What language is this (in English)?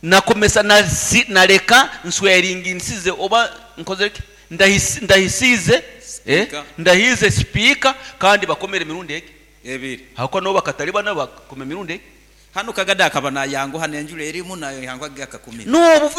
Nyoro